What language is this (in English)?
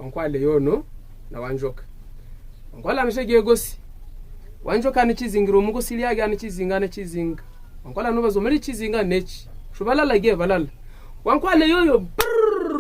Havu